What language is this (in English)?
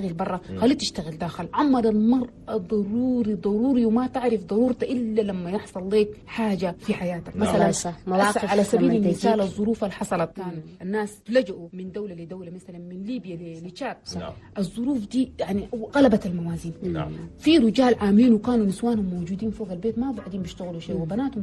Chadian Arabic